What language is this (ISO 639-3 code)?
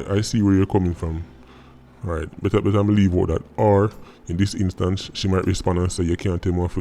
jam